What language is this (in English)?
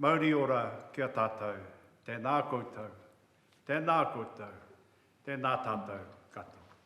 Māori